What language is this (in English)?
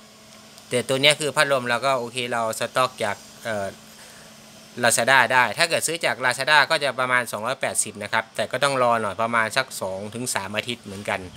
Thai